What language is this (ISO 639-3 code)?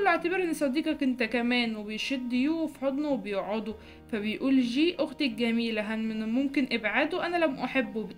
arz